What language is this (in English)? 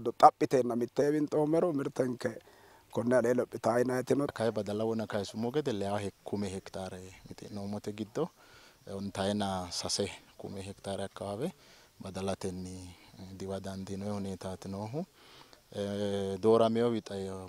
Sidamo